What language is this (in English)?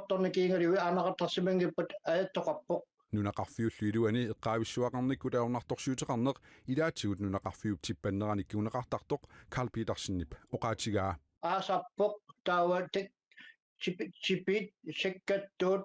Kalaallisut